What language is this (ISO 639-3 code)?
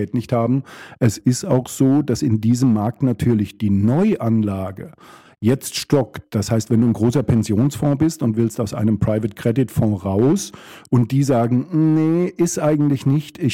deu